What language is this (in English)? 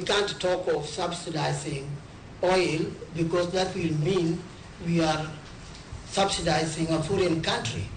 Luo (Kenya and Tanzania)